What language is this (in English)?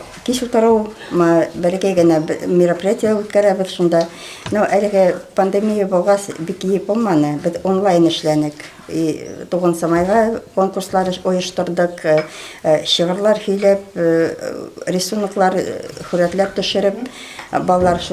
Bashkir